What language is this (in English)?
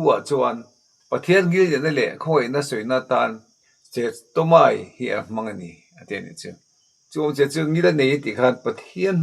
Mizo